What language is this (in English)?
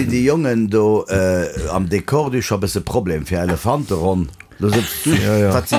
Luxembourgish